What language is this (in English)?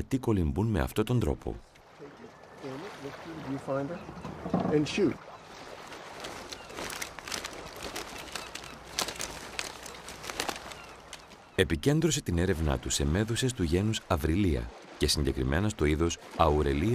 Greek